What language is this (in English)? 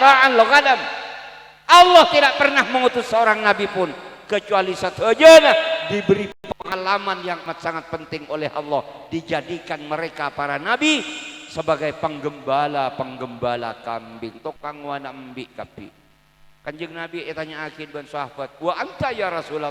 Madurese